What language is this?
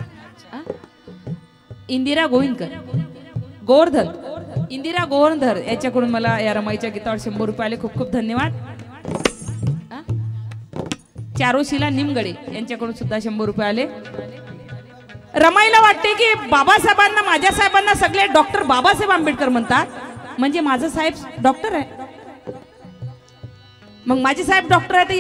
Marathi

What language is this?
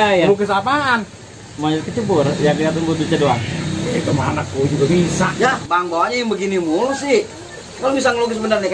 Betawi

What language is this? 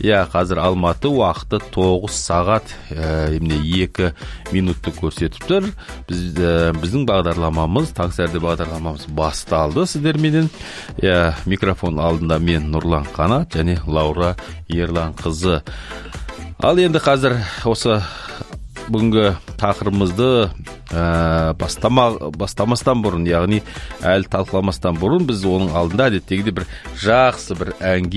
Kazakh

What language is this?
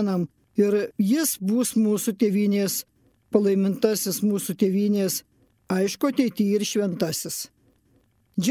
Lithuanian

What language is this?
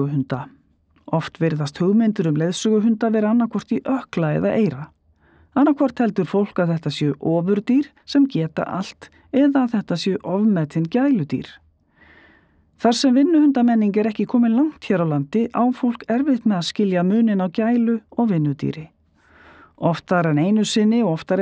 Icelandic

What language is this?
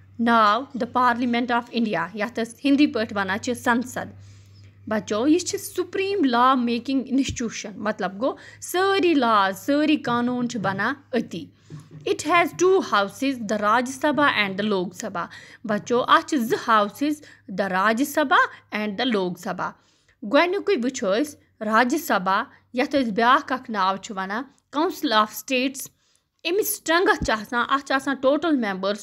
Kashmiri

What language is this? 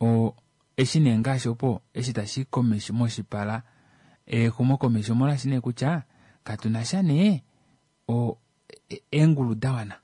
Kuanyama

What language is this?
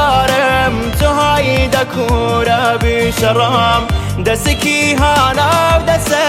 Persian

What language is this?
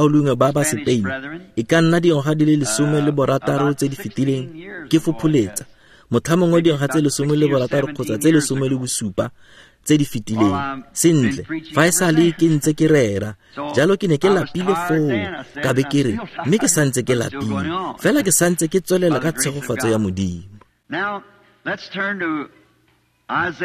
Tswana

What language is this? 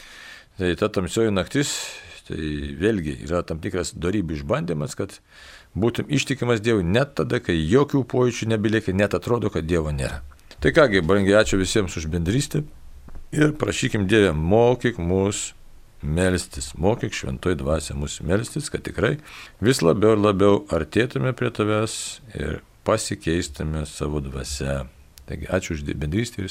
Lithuanian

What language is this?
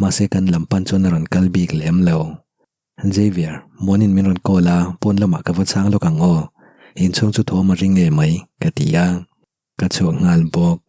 Mizo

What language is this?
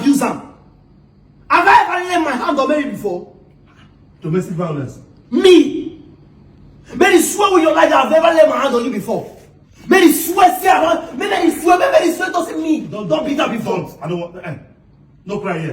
Nigerian Pidgin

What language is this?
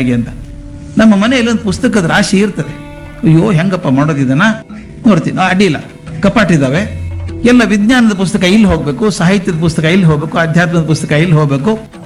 Kannada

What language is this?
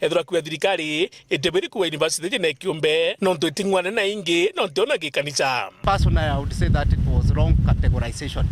Meru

